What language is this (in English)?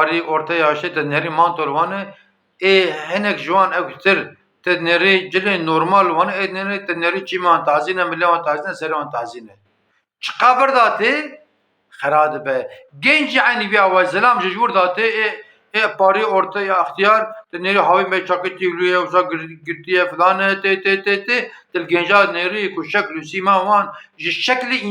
Kurdish